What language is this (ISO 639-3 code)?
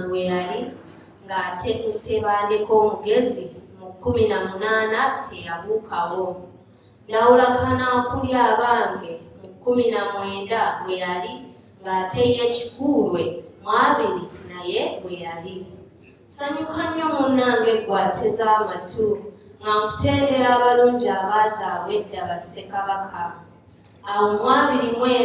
lug